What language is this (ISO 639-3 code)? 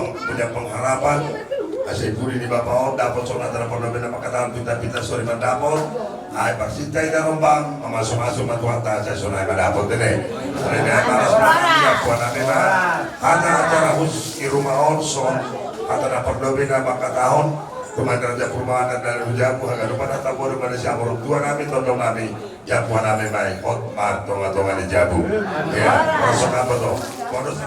bts